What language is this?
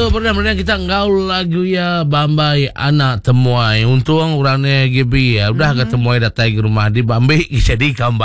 Iban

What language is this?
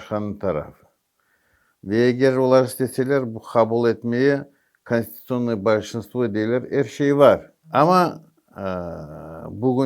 Crimean Tatar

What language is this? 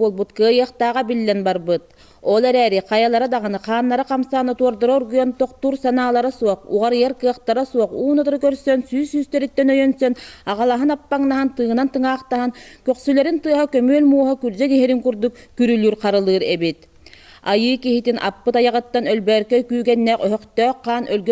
Yakut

